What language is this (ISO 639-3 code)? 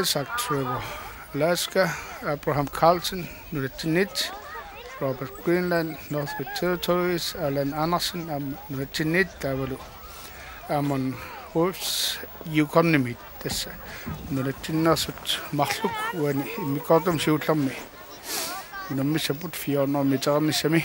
kal